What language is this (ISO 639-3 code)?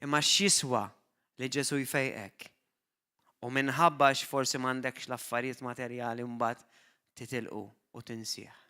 mlt